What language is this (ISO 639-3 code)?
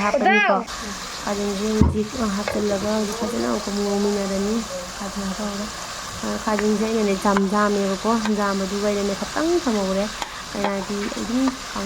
mni